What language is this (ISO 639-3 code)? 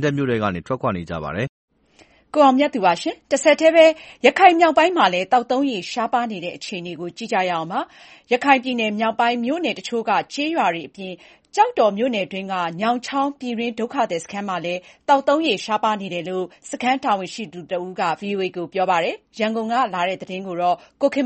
mya